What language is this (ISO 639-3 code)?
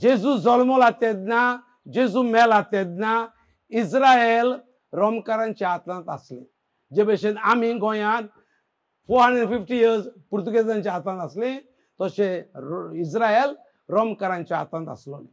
kok